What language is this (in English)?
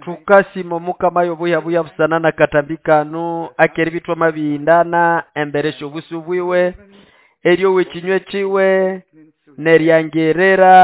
Nande